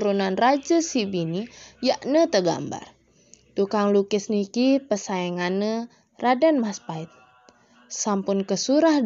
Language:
Sasak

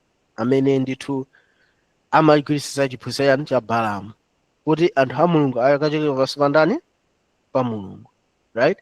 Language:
Nyanja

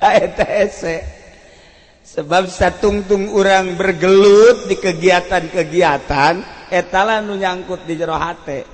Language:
Sundanese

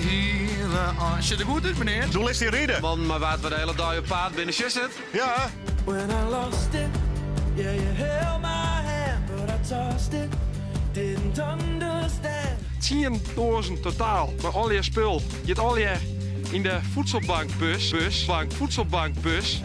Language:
Western Frisian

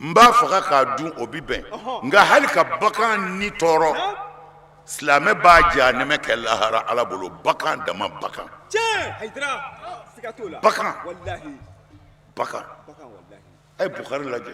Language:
Bambara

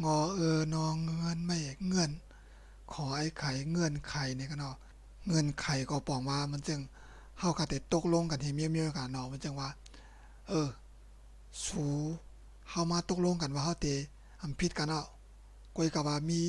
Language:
Shan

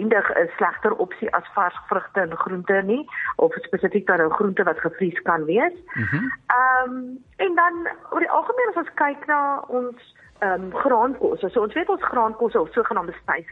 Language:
Afrikaans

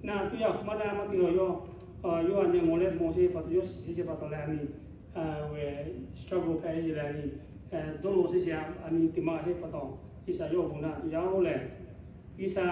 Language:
Lahu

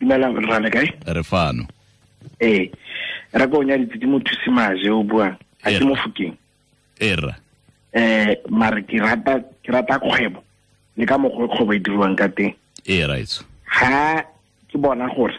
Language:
Tswana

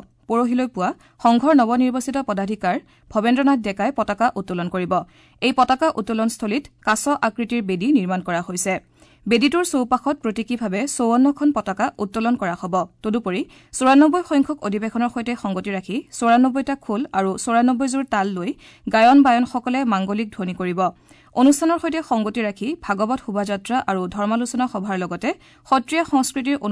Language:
Assamese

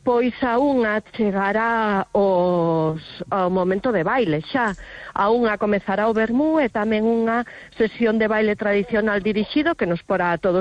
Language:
Galician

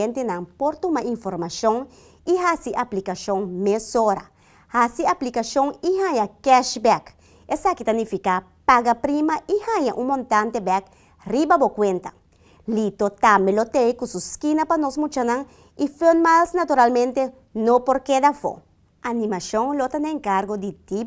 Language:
Papiamento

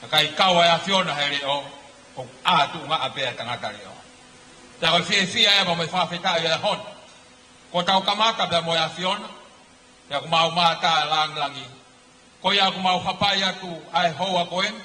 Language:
Tongan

